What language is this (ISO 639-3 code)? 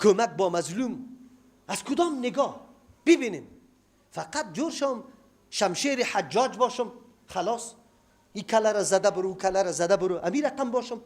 fas